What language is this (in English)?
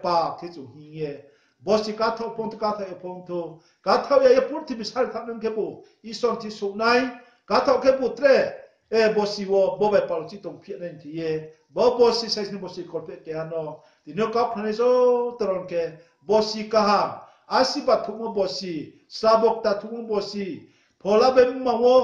Riang (India)